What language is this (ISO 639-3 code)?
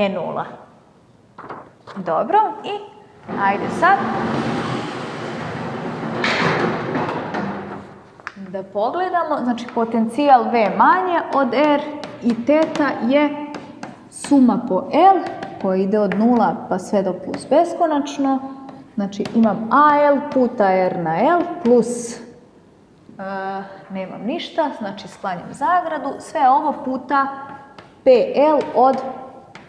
srp